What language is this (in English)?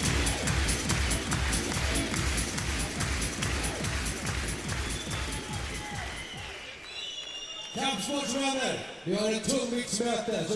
Swedish